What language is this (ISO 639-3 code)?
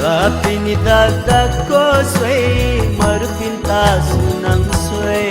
new